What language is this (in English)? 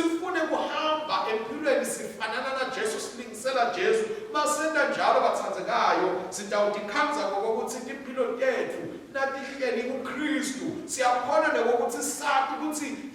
Swati